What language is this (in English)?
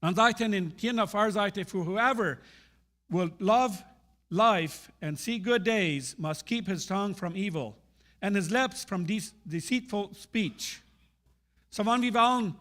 Plautdietsch